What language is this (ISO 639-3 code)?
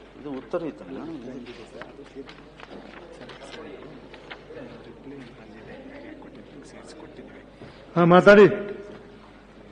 kan